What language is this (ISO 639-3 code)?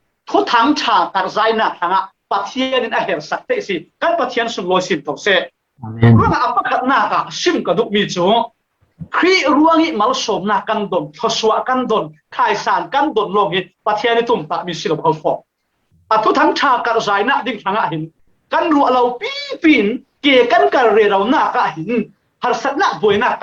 cfm